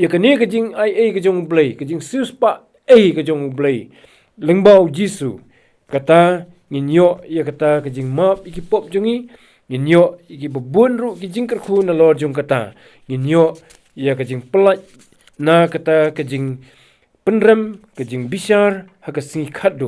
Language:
Khasi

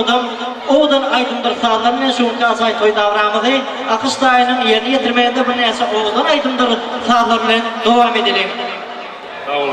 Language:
Turkmen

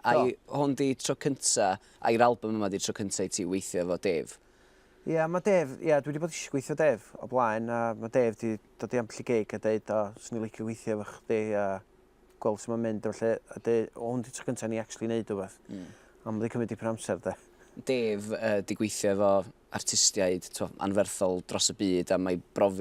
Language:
Welsh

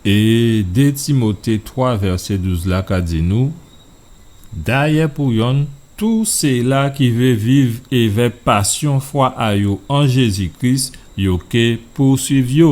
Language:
Guadeloupean Creole French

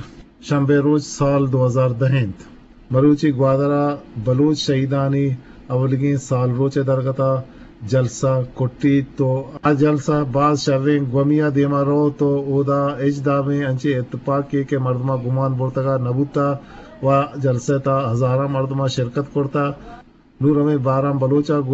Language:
Eastern Balochi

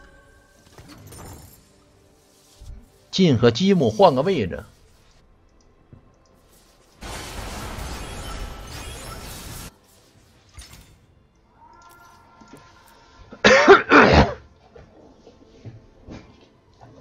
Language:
Chinese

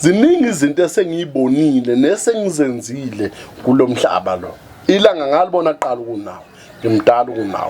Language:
Zulu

